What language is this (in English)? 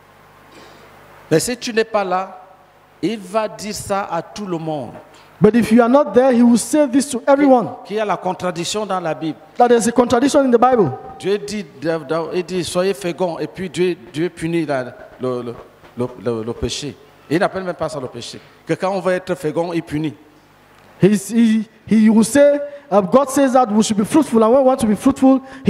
French